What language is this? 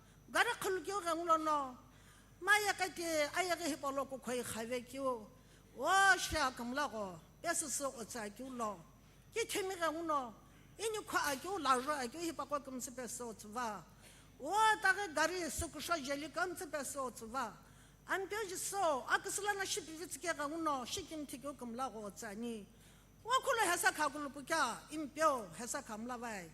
Sumi Naga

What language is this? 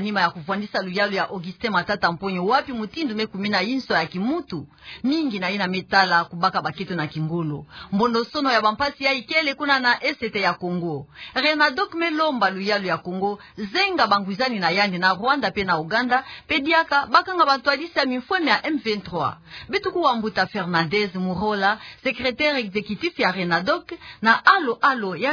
Kituba (Democratic Republic of Congo)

